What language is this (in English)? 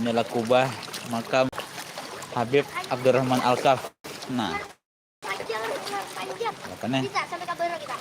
Banjar